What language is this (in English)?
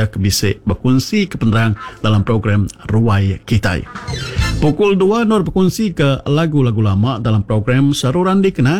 Iban